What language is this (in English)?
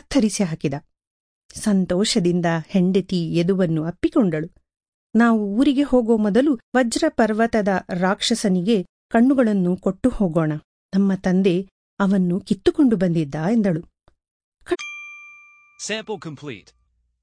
Kannada